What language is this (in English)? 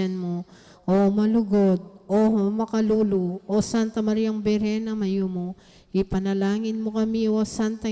Pampanga